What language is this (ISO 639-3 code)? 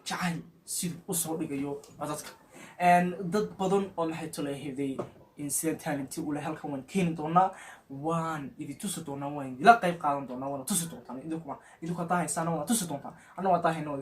som